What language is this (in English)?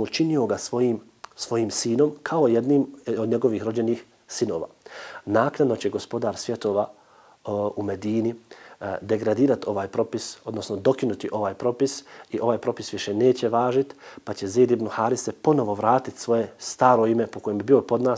Bosnian